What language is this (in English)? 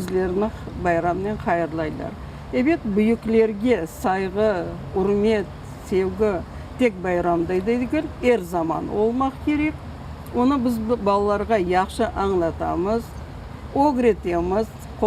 Crimean Tatar